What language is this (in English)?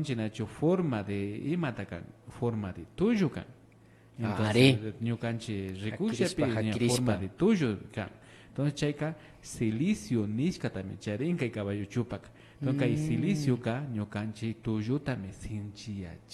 Imbabura Highland Quichua